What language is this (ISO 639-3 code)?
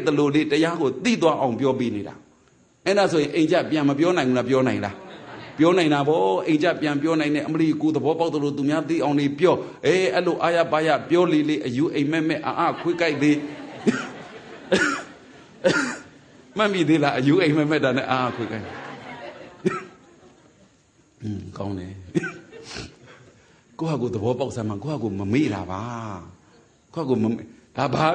mya